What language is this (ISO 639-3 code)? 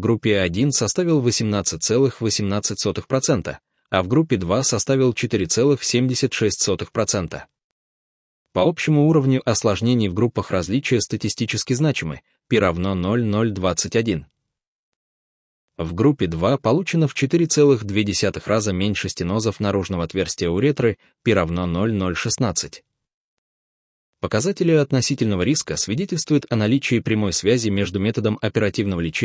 rus